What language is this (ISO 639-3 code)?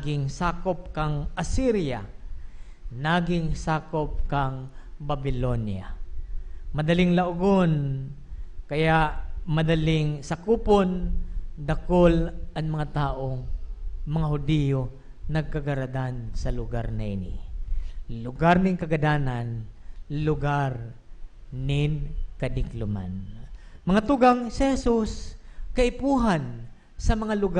bik